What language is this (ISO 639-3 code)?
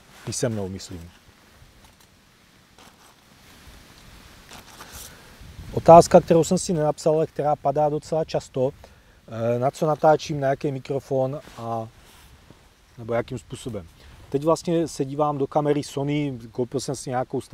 ces